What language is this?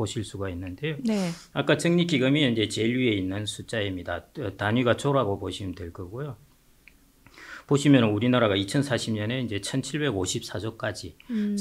Korean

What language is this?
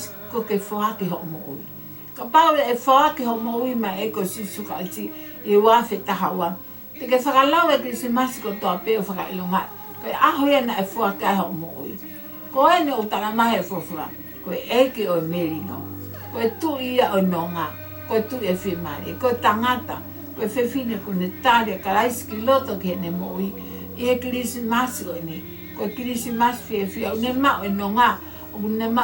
Tongan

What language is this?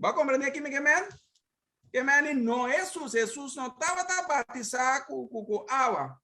Papiamento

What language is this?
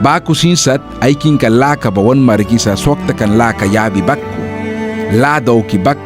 Mískito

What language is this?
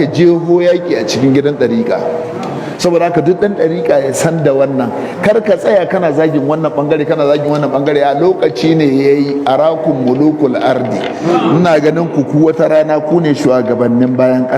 Hausa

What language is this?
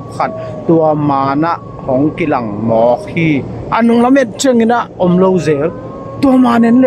Tedim Chin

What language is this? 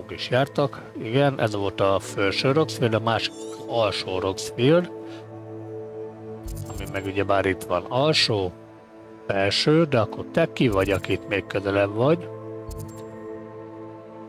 Hungarian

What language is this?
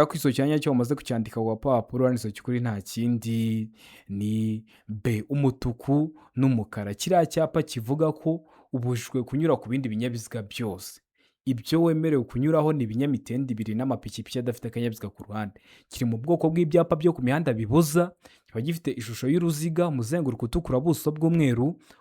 Kinyarwanda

